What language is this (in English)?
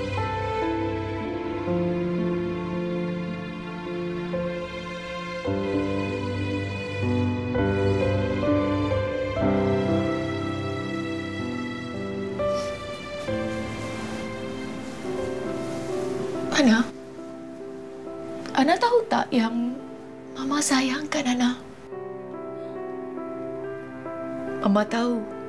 Malay